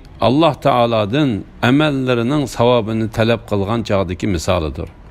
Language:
Uyghur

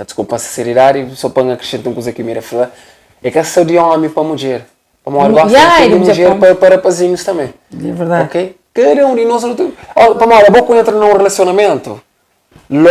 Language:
Kabuverdianu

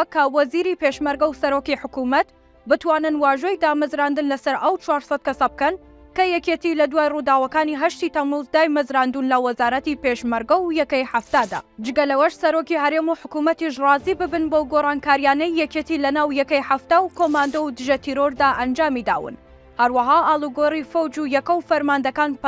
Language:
Central Kurdish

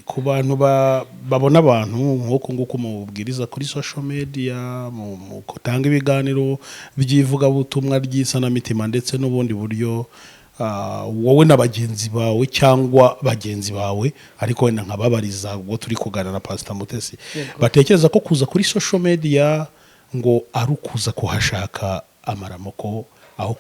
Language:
Kinyarwanda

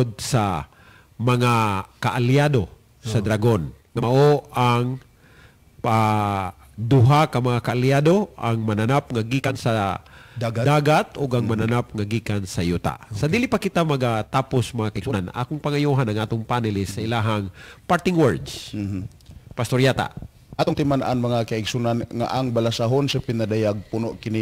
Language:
Cebuano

